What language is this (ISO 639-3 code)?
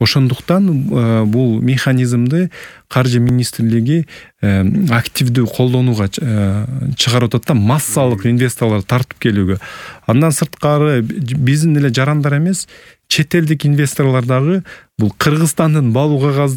kir